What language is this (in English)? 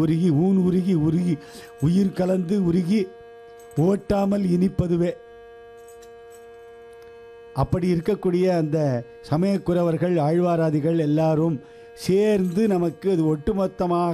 Tamil